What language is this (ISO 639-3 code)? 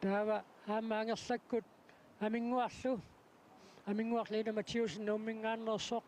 kal